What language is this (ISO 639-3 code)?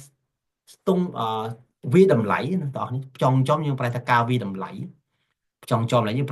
khm